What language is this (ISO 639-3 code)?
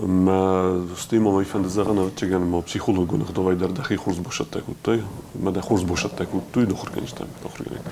oss